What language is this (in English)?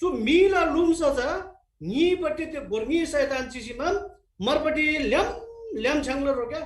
Eastern Tamang